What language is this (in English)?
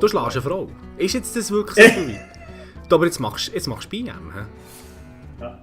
Swiss German